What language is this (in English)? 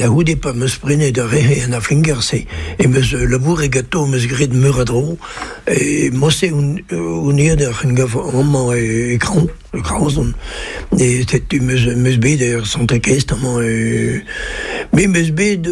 Breton